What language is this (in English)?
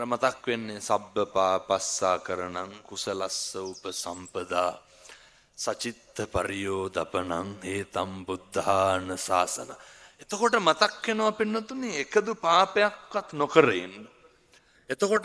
Sinhala